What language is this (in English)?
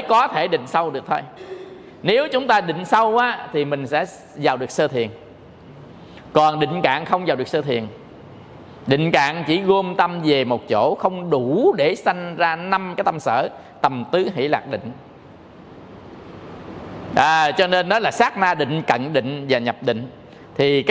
Vietnamese